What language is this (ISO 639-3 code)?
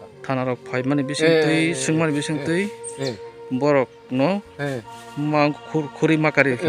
trp